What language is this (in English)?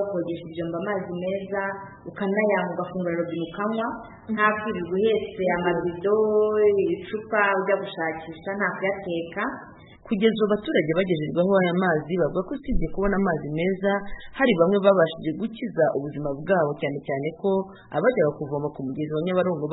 Kinyarwanda